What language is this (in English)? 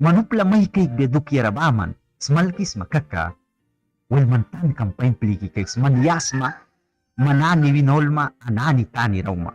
Mískito